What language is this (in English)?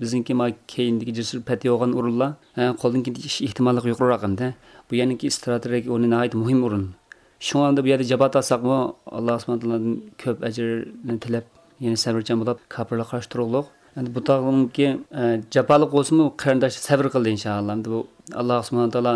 Uyghur